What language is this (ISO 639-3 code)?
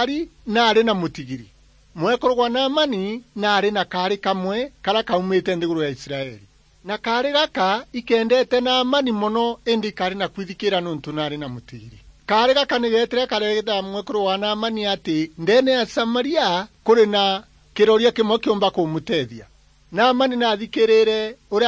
mer